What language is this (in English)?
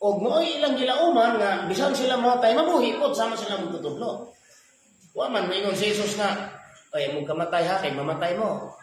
Cebuano